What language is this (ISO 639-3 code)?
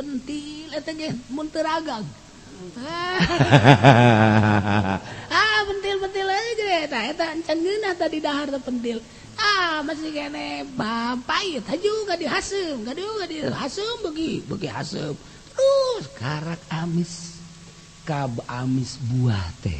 sun